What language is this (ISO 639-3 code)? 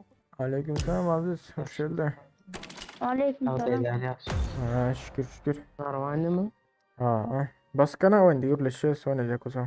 tuk